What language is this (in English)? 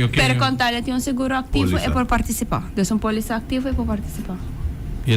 Papiamento